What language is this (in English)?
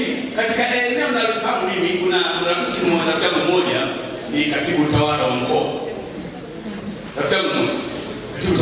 Swahili